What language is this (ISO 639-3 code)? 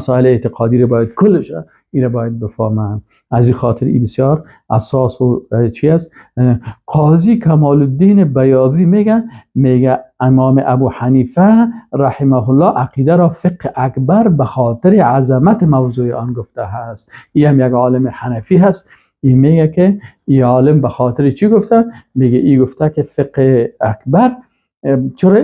fas